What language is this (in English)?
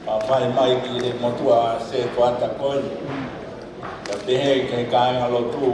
Tongan